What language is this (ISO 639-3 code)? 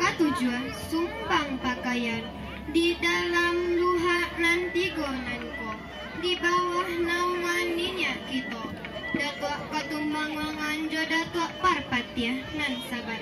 min